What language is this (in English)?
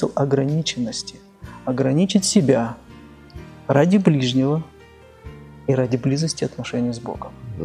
Russian